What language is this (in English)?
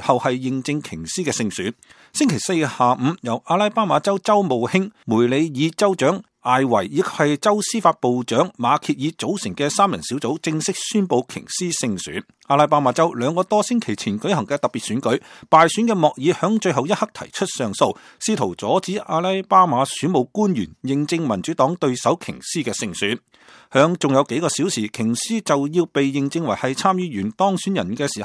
Cantonese